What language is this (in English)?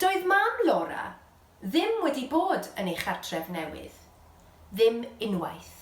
Welsh